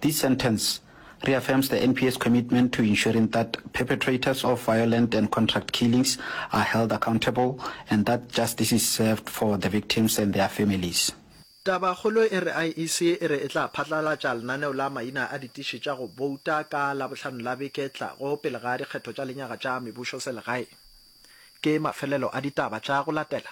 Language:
Northern Sotho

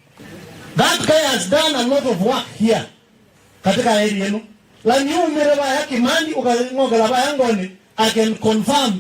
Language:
Kamba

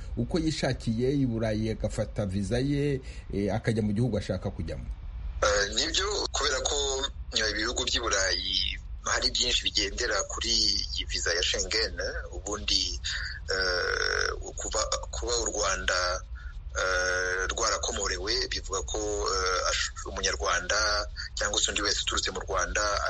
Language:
Kinyarwanda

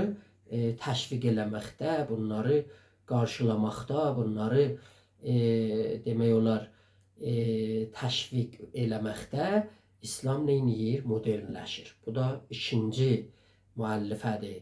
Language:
South Azerbaijani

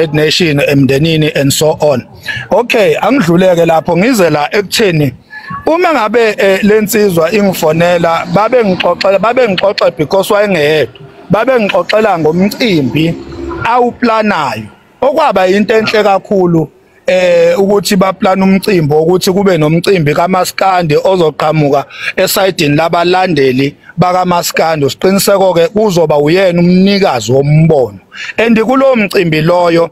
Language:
Zulu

